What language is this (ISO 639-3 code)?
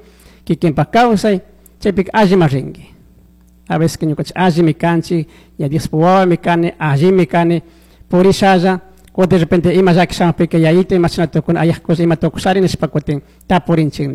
qug